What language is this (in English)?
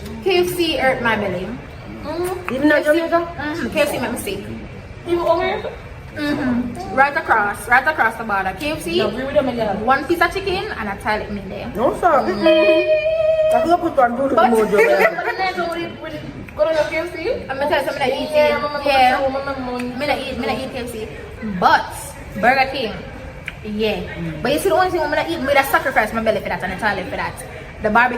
Jamaican Creole English